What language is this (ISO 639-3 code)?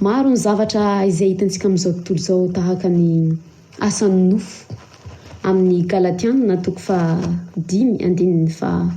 mlg